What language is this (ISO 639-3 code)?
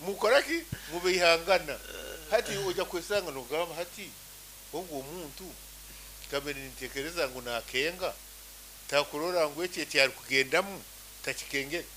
nyo